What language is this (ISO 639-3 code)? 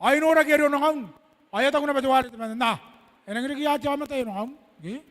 gil